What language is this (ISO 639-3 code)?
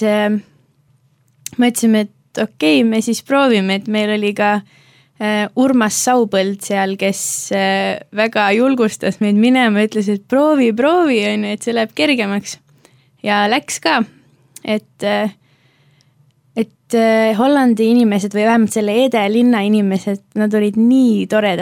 est